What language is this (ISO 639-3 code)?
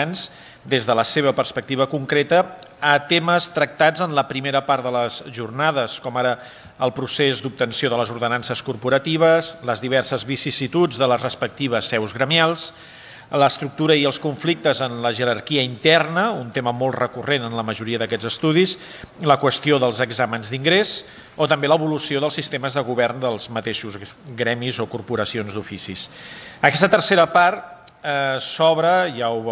cat